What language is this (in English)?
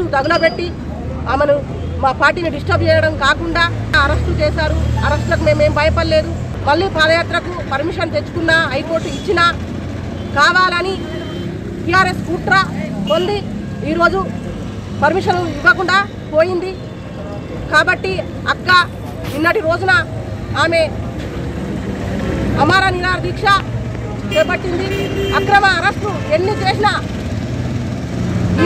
Telugu